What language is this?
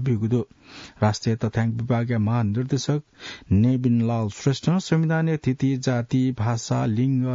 Newari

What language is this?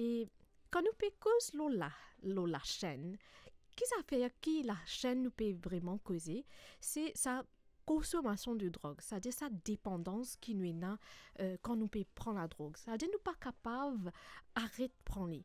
Morisyen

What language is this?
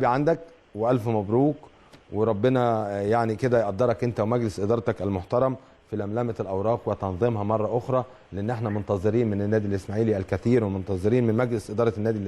Egyptian Arabic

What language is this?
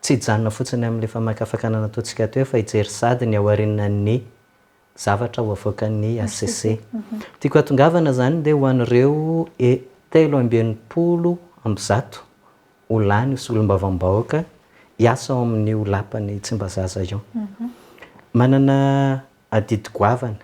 Malagasy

